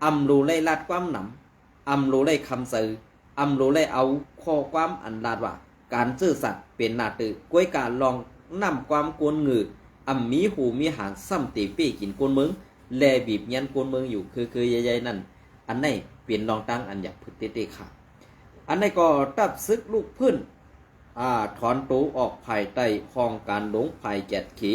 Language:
Shan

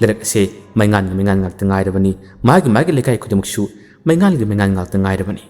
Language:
Manipuri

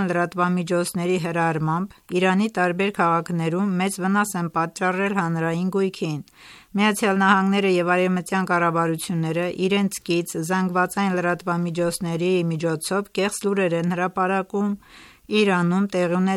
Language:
Armenian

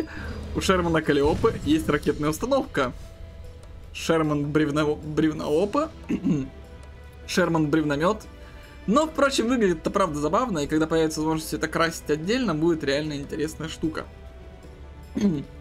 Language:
Russian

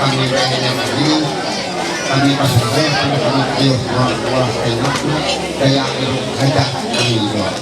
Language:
Ma'anyan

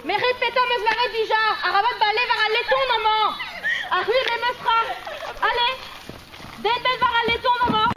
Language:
Breton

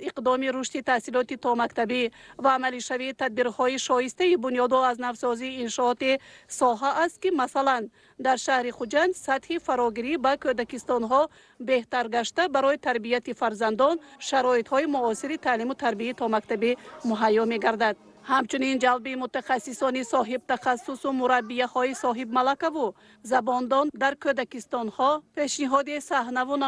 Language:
Tajik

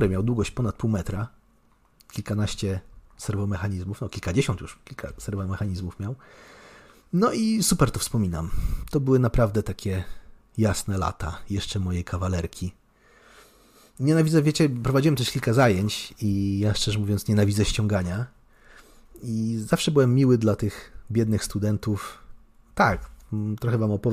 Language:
Polish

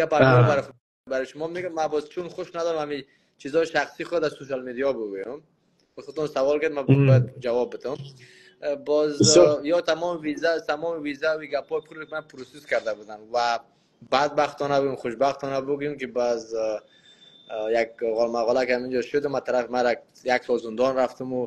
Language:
Persian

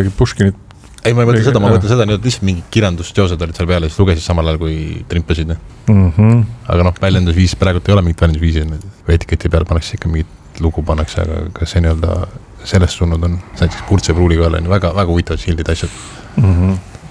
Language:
Estonian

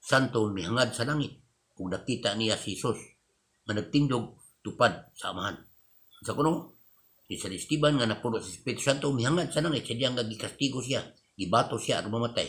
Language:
Cebuano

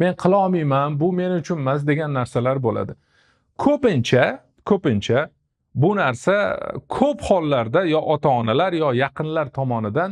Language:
Uzbek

